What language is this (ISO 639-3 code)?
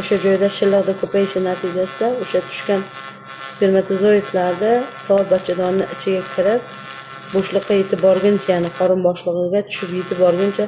uzb